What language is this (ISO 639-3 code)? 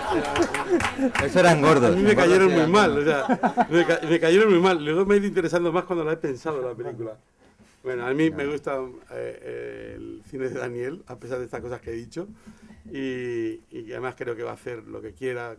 spa